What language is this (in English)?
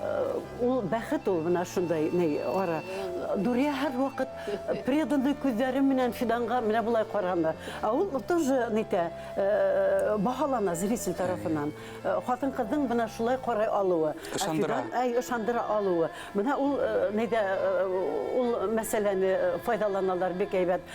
Bashkir